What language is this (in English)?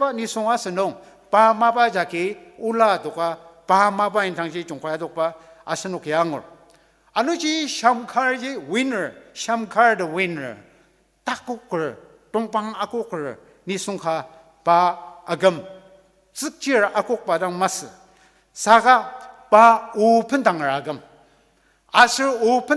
Ao Naga